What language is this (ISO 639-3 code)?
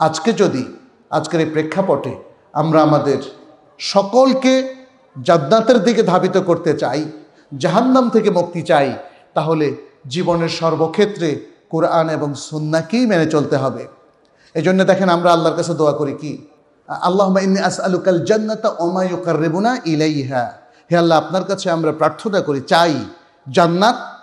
ben